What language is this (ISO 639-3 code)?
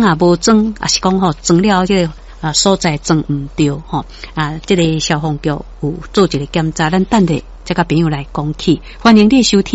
nan